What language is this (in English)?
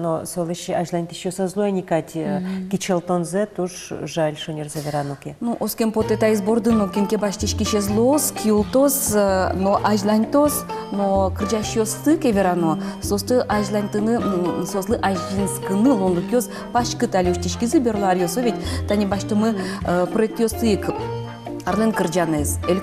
Udmurt